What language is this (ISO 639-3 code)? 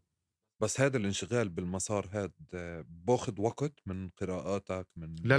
apc